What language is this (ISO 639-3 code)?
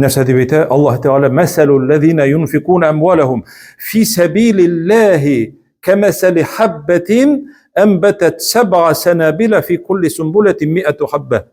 tat